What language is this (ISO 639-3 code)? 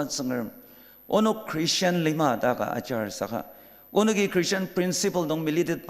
njo